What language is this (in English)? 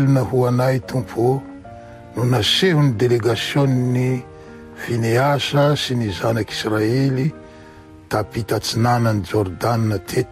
Malagasy